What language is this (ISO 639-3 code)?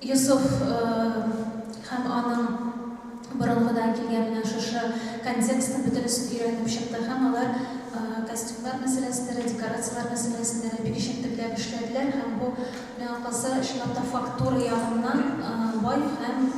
tat